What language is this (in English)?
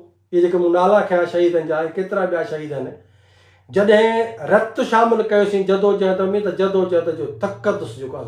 Sindhi